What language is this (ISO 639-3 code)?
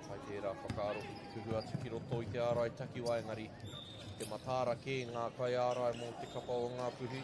mri